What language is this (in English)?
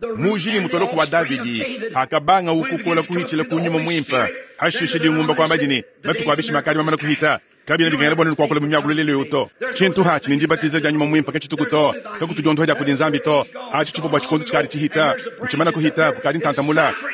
Luba-Lulua